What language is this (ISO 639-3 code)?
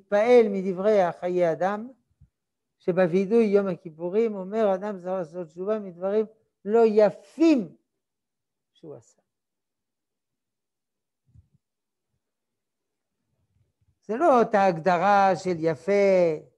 heb